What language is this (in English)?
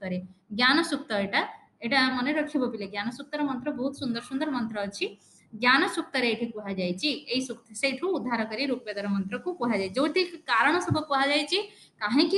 Odia